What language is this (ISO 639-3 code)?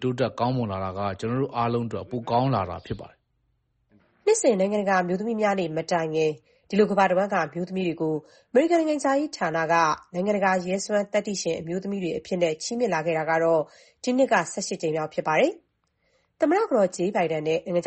mya